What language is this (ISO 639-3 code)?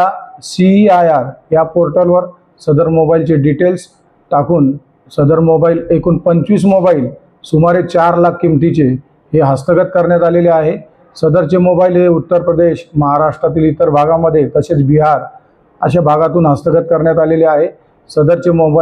mar